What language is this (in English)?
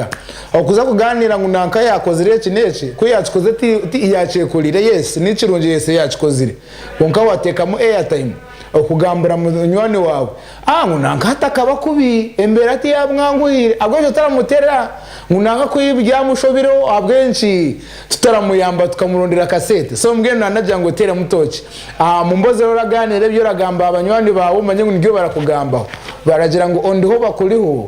Nyankole